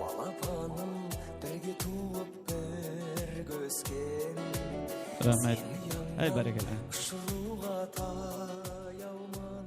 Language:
Kara-Kalpak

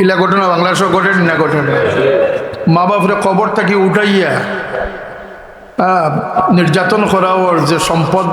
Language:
Sylheti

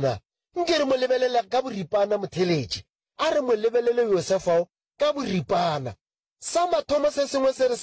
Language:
Northern Sotho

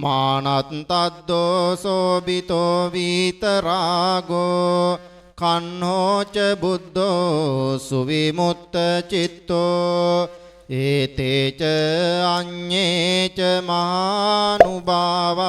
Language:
Pali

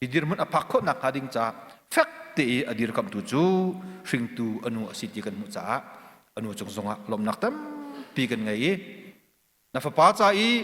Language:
Hakha Chin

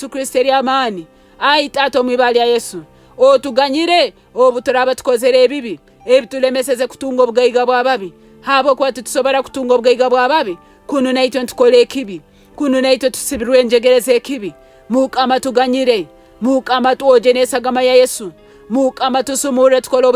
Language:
Nyoro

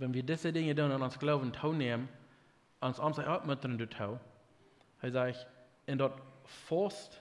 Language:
Plautdietsch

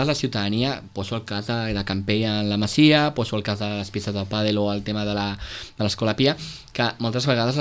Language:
Catalan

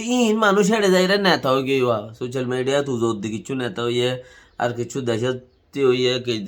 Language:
Rohingya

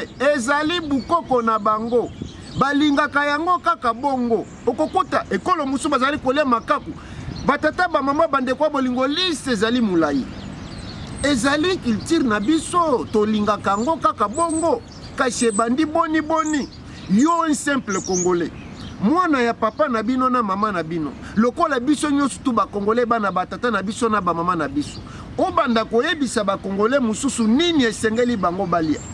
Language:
Lingala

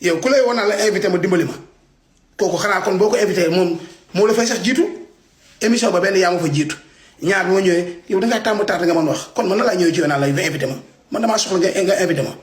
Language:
Wolof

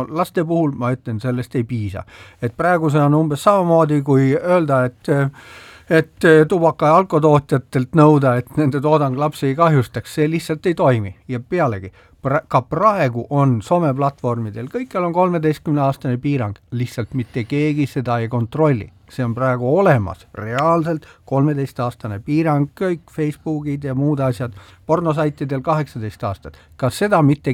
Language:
Estonian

